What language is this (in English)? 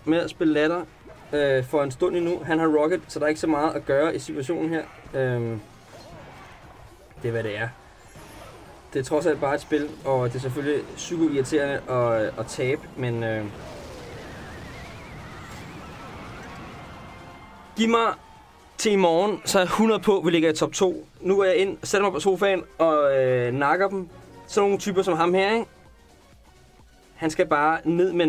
Danish